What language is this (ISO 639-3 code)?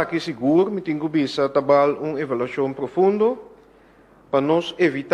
pap